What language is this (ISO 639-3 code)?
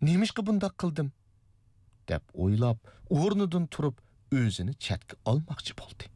uig